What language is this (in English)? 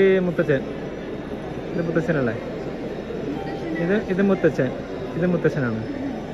Malayalam